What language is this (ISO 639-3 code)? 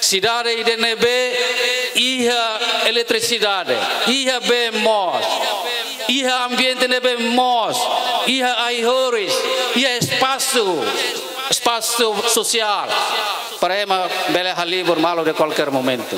tet